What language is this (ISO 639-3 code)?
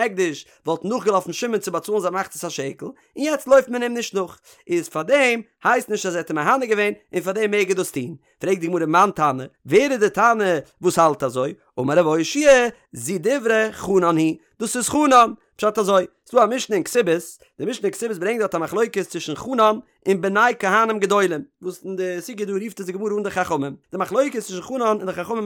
yid